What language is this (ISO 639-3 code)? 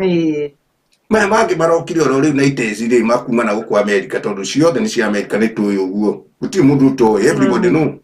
kik